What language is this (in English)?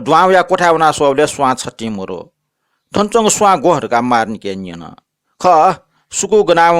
Newari